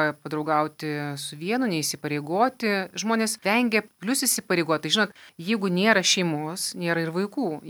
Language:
Lithuanian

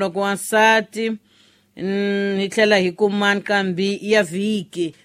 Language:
Tsonga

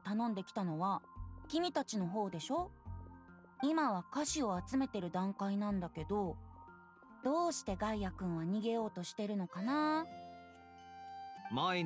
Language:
Japanese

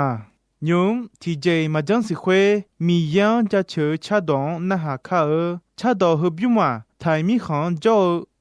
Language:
Akha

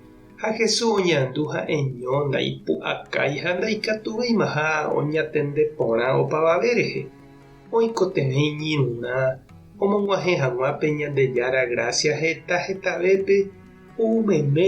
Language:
Guarani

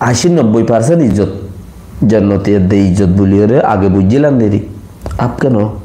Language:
Rohingya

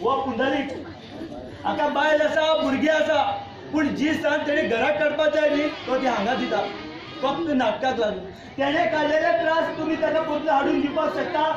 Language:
Konkani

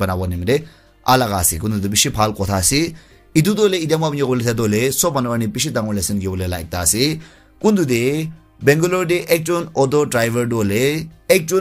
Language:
Naga Pidgin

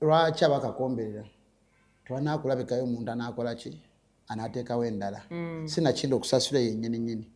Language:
Ganda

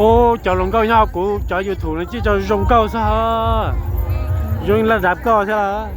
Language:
Hmong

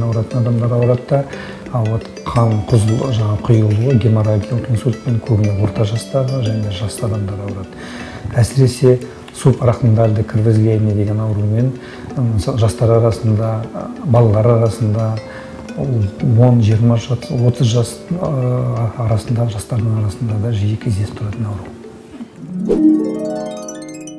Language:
Kazakh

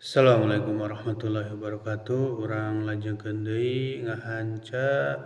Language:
Sundanese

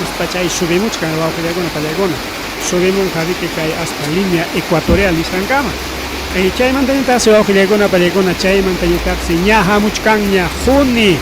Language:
Ayacucho Quechua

